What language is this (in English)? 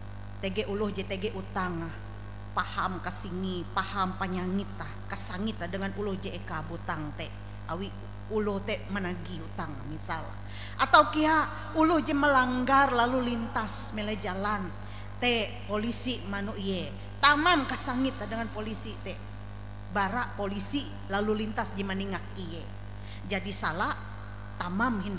Ngaju